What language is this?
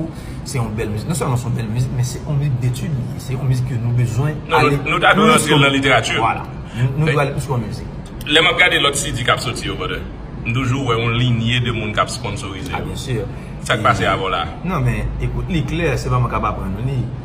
Haitian Creole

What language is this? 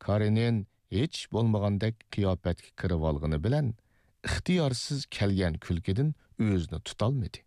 Uyghur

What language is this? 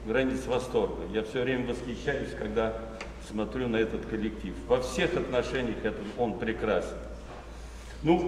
Russian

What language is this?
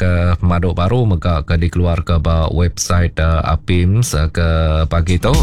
Iban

